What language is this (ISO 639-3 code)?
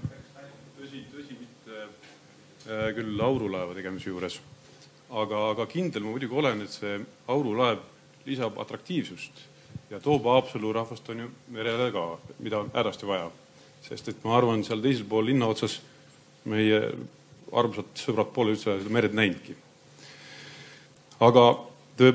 est